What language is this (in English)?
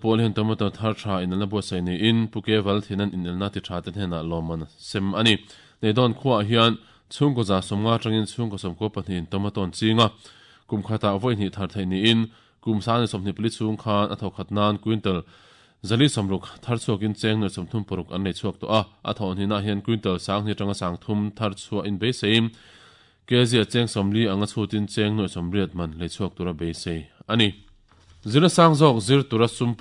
Mizo